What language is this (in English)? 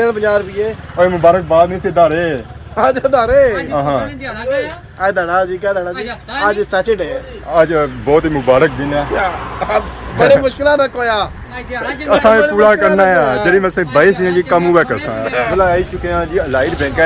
Pahari-Potwari